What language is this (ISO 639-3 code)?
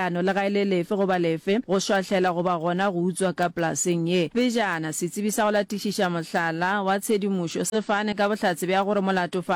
nso